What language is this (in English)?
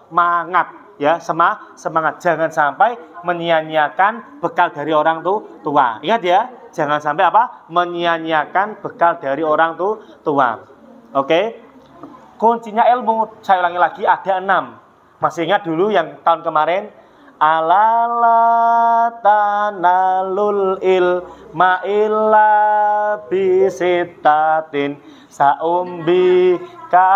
Indonesian